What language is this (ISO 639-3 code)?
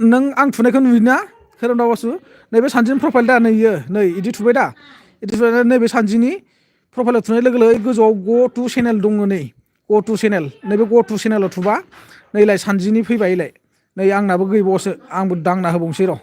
brx